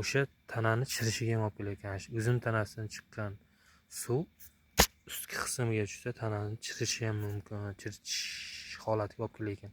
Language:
Uzbek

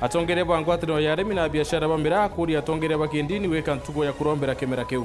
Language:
Meru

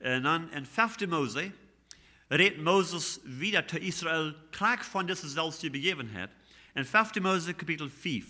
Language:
Plautdietsch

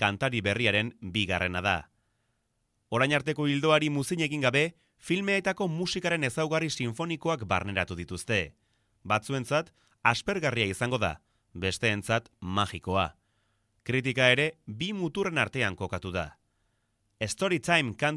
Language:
Basque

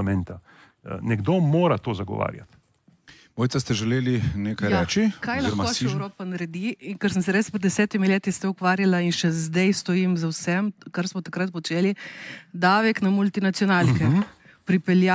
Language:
Slovenian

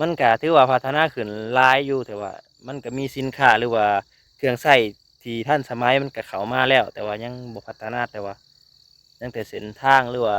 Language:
Lao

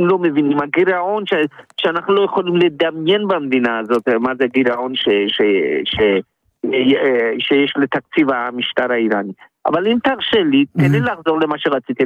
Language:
Hebrew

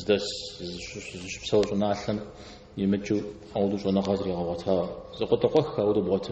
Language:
Kabardian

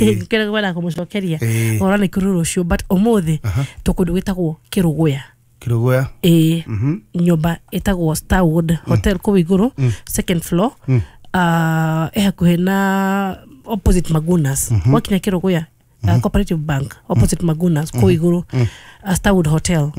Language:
Kikuyu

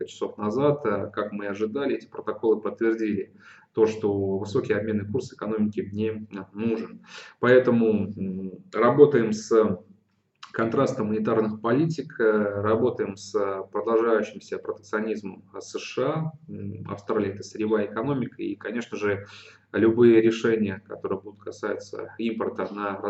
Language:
Russian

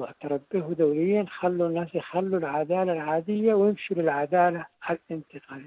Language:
Sudanese Arabic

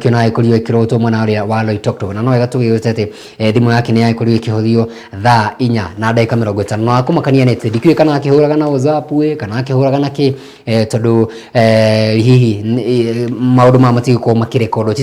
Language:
Kikuyu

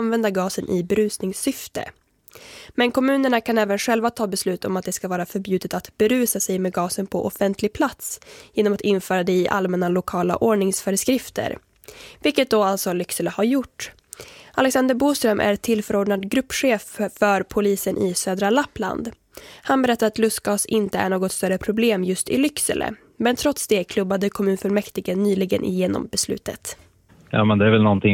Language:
Swedish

